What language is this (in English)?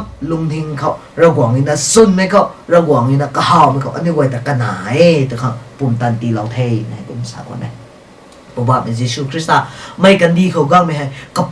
Rongmei Naga